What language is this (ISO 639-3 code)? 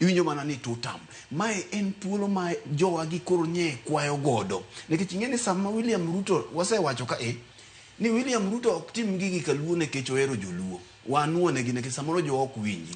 luo